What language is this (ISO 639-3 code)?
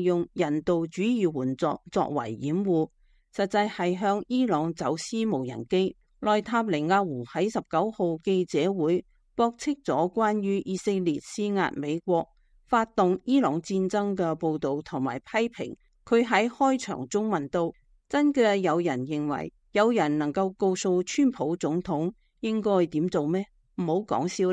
yue